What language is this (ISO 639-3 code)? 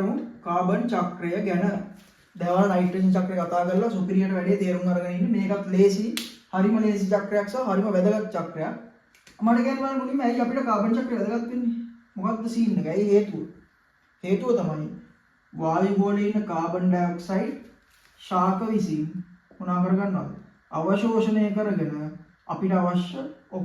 sin